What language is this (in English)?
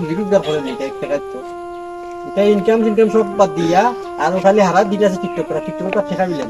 Sylheti